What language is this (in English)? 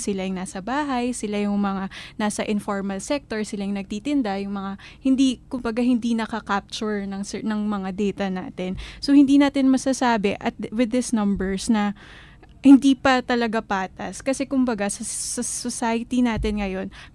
Filipino